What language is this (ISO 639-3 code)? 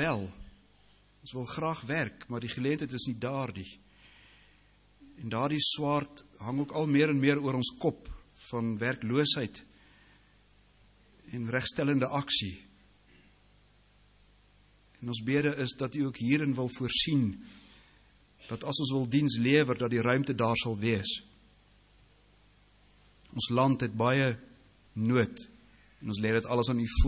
afr